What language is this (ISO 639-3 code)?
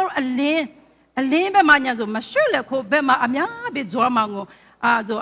lis